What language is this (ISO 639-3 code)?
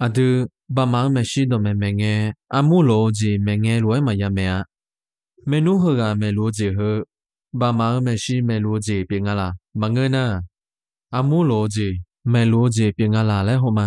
ahk